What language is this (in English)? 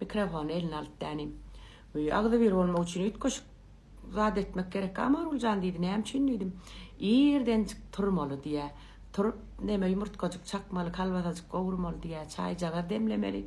Turkmen